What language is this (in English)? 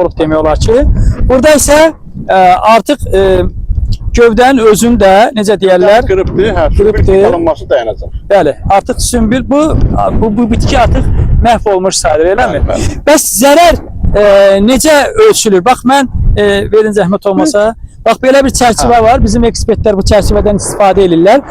Azerbaijani